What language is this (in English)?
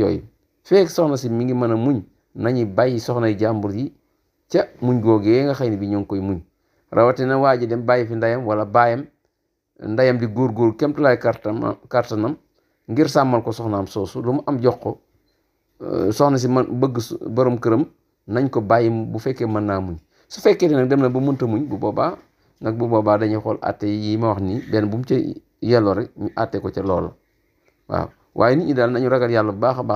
Wolof